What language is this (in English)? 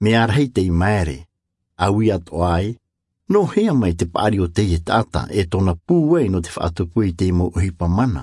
Tahitian